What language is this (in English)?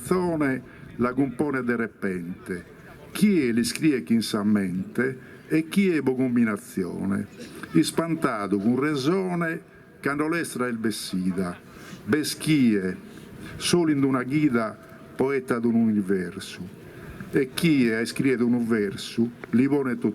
Sardinian